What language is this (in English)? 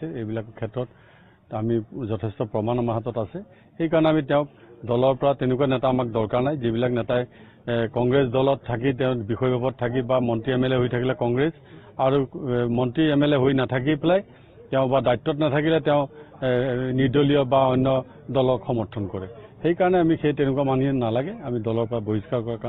Assamese